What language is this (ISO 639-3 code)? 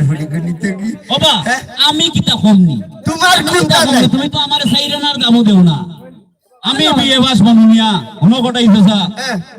syl